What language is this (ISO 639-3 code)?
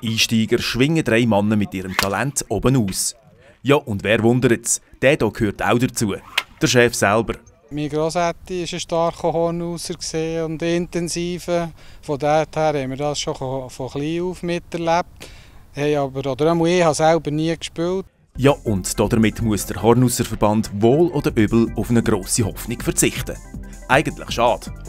gsw